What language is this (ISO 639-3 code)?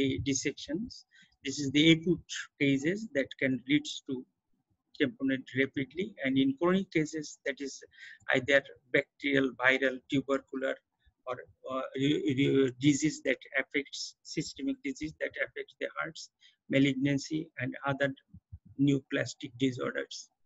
eng